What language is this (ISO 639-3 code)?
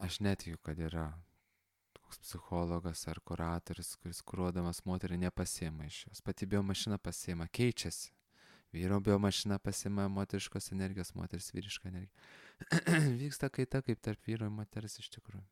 lit